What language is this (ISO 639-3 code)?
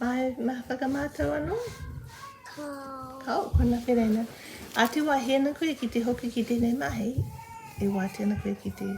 mri